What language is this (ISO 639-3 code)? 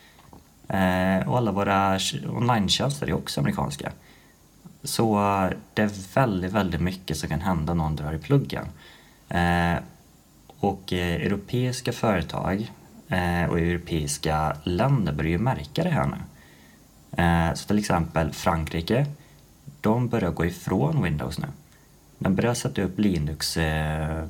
swe